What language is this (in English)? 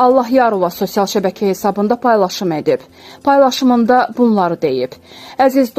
Azerbaijani